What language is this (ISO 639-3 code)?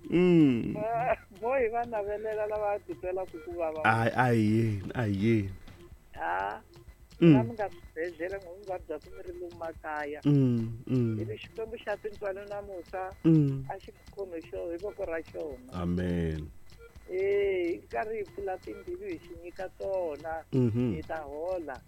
tso